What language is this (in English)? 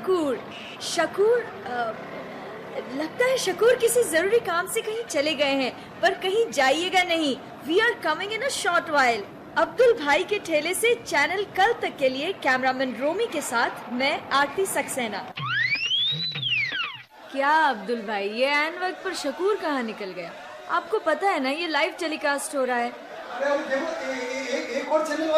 Hindi